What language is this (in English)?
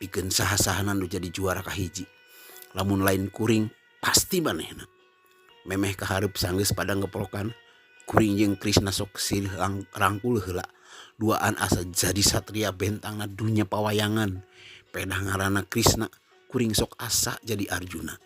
Sundanese